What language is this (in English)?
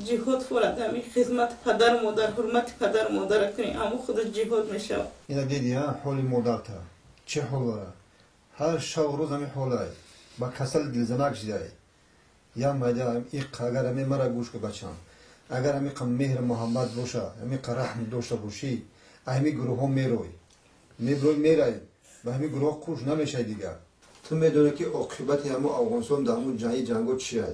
Tajik